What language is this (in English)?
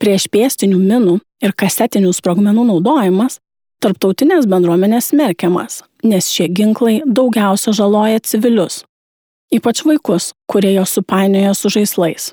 Lithuanian